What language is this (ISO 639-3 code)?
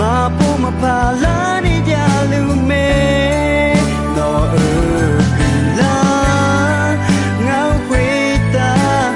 ahk